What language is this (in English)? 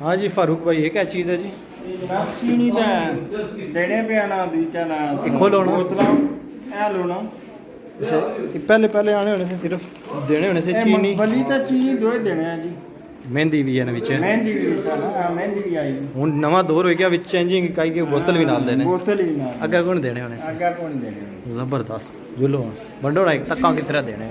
Pahari-Potwari